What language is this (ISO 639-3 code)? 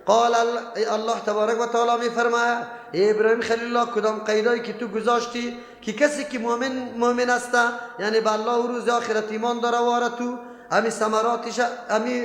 fas